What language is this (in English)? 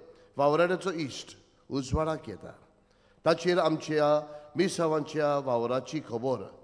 Konkani